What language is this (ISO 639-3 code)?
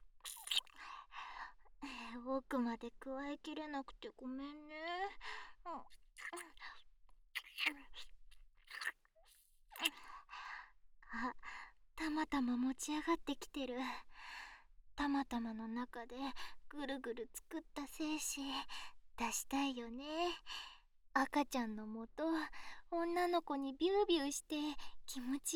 jpn